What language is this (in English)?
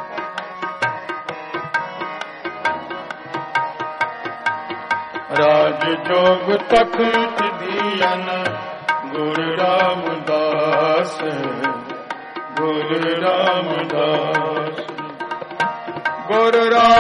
Punjabi